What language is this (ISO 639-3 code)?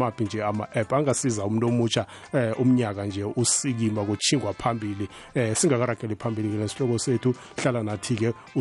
nbl